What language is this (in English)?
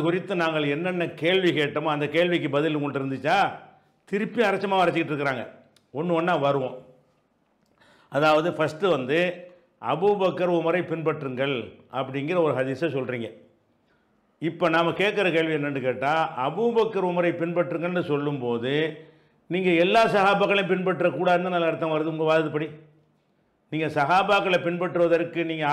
Tamil